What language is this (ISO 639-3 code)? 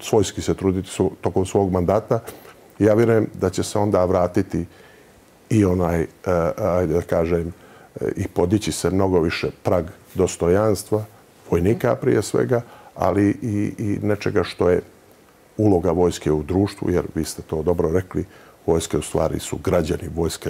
bos